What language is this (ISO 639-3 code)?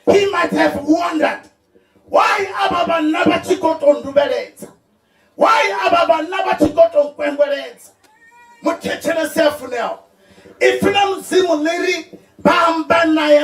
ven